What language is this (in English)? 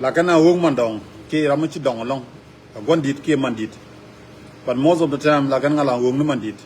Nuer